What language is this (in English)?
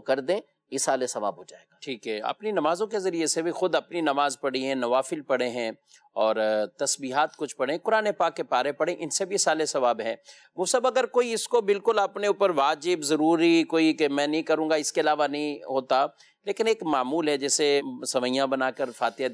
Urdu